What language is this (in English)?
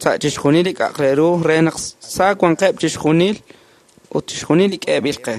Kekchí